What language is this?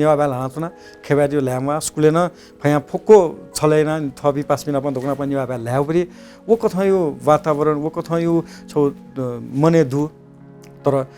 Newari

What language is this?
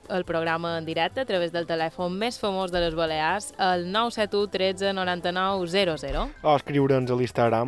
Catalan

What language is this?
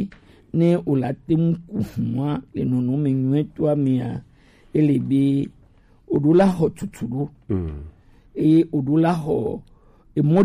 Gen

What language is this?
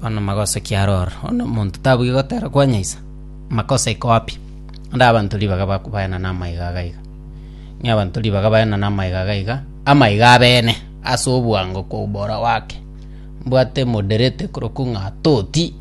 Gusii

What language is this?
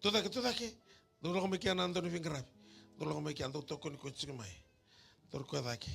Fijian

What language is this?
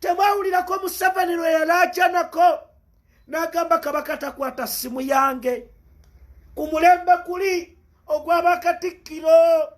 Ganda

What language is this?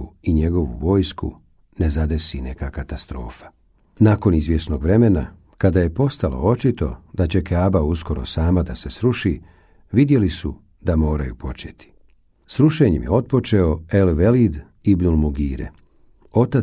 Bosnian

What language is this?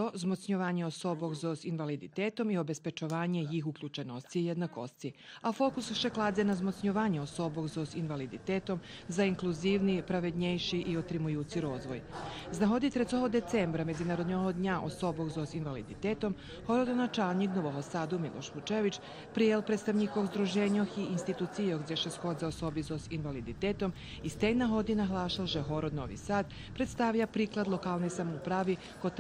Rusyn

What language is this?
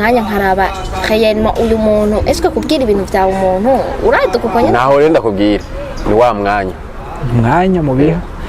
Rundi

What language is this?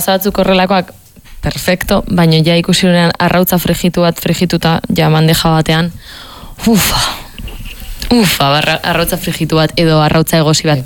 Basque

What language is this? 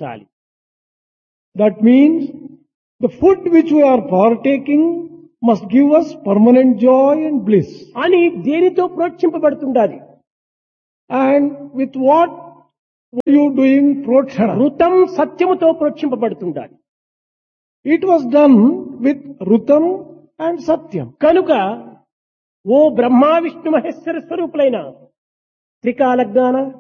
Telugu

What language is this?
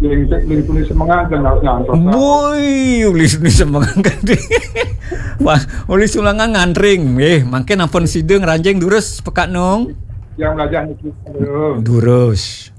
Balinese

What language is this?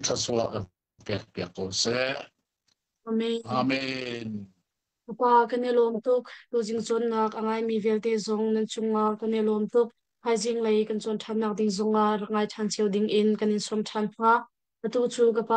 Hakha Chin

